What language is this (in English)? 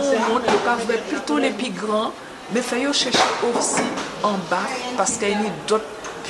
Guadeloupean Creole French